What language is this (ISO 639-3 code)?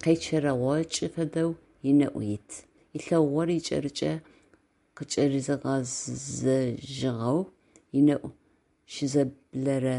ady